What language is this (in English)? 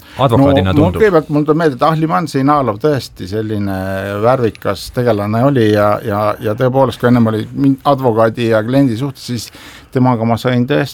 Estonian